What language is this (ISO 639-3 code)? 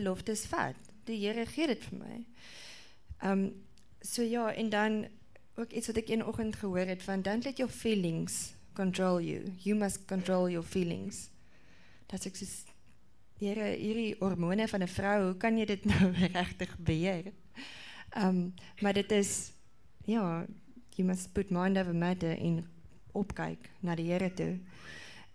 afr